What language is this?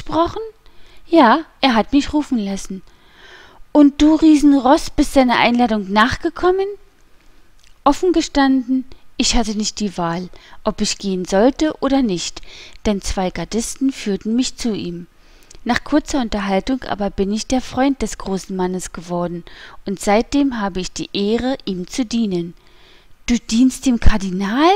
German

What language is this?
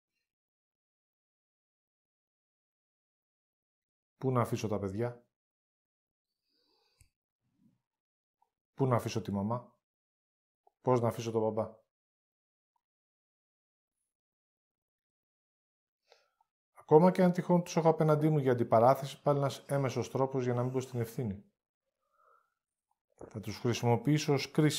Greek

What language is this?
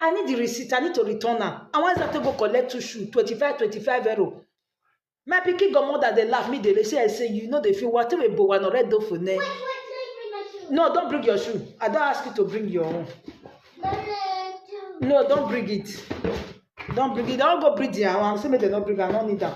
Nigerian Pidgin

